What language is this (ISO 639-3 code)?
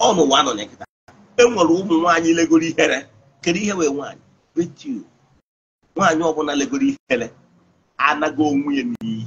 ibo